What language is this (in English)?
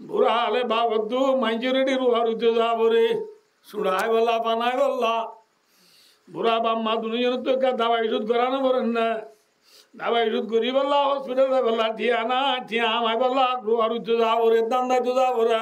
Rohingya